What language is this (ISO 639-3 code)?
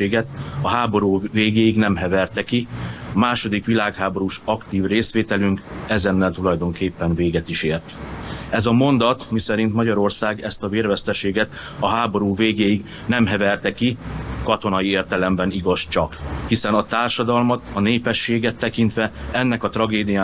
hun